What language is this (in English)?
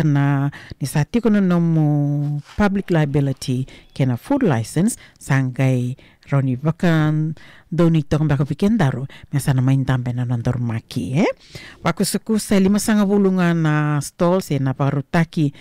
Fijian